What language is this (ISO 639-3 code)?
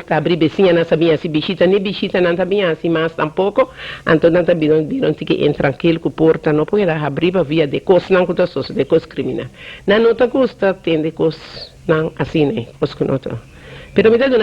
pap